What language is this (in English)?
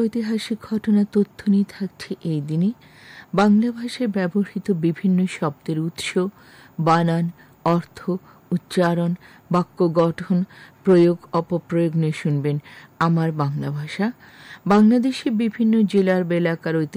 Bangla